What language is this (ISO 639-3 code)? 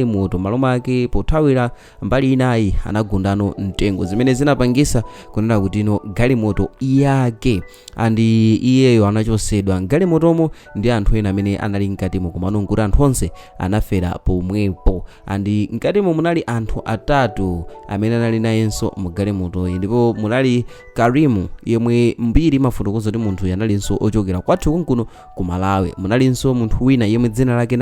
nya